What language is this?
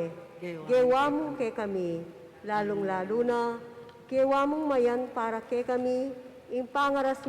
Pampanga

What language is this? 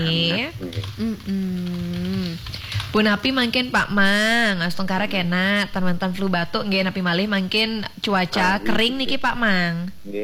Balinese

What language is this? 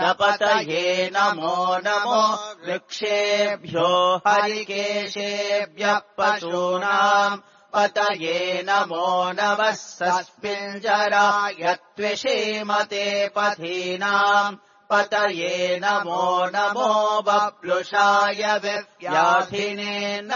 Sanskrit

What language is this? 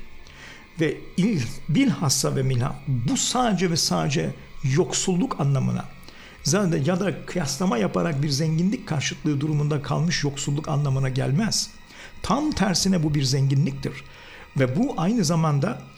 Turkish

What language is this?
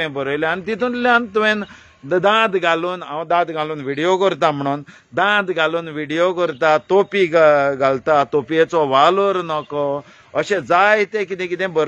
Konkani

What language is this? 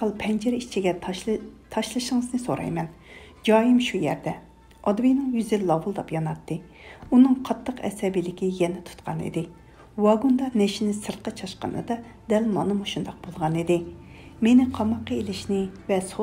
Uyghur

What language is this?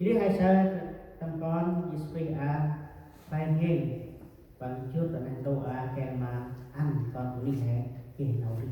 Central Mnong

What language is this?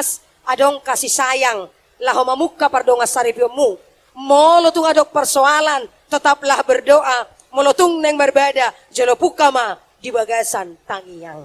Batak Toba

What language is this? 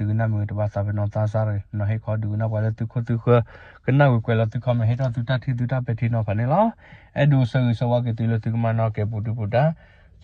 S'gaw Karen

